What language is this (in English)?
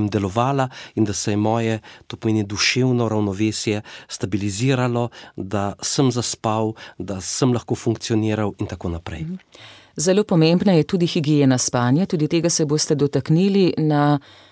Slovenian